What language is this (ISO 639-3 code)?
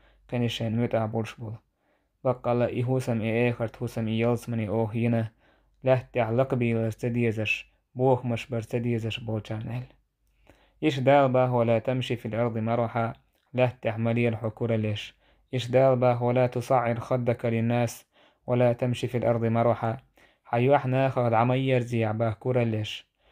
che